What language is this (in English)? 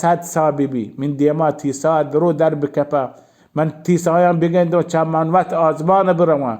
Baluchi